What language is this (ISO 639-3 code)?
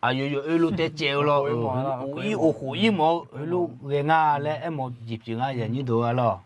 ahk